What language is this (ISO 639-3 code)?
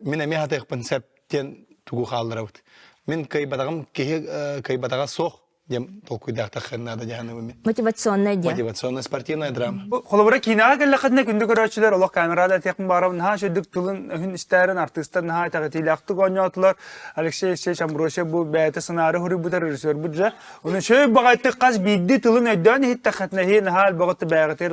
sah